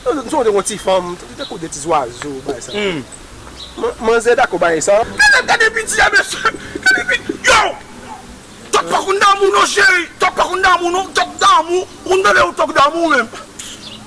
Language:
Haitian Creole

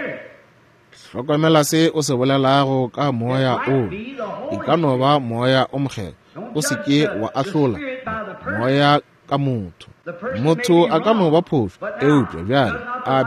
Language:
Northern Sotho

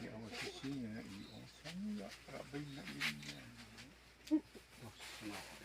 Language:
Xavánte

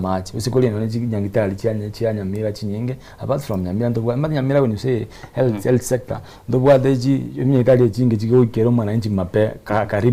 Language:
Gusii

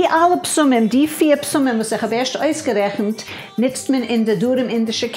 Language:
Yiddish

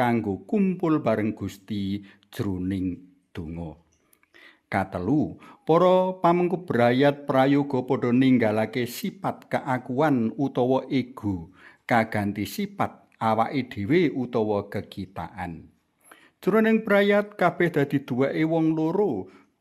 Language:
Javanese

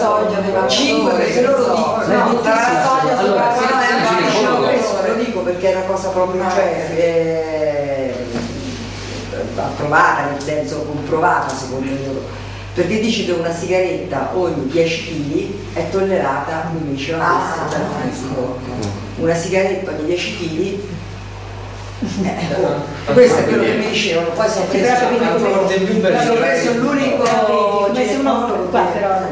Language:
Italian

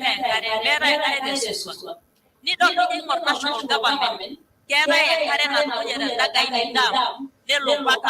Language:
Masai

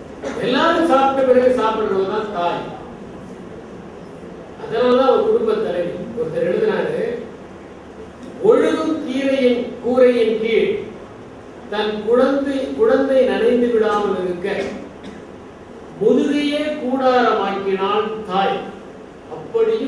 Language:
Tamil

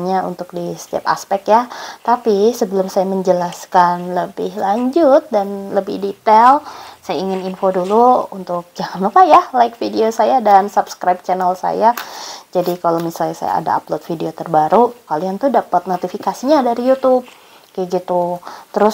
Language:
Indonesian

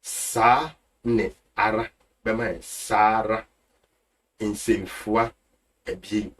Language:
Akan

